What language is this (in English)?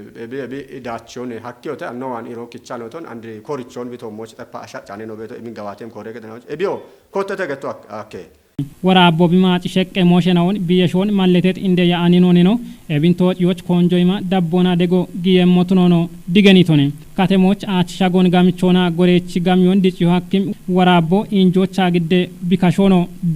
Kafa